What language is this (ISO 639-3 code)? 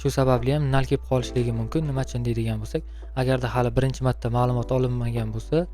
uzb